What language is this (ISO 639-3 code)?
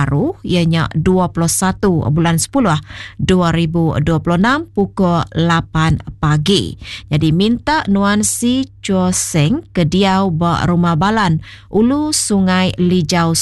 iba